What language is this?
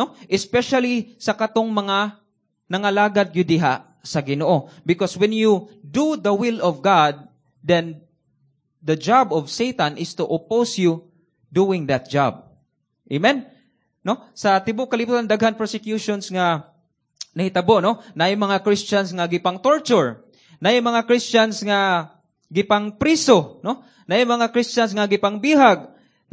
Cebuano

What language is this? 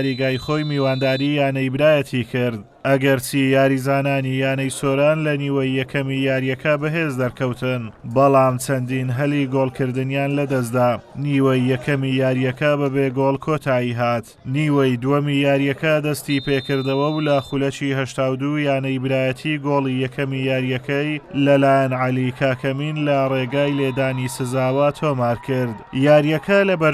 Central Kurdish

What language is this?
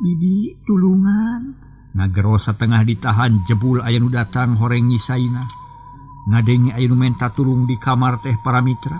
Sundanese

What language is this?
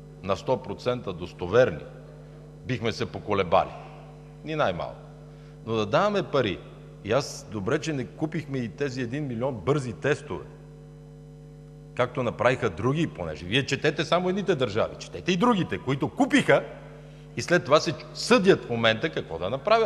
Bulgarian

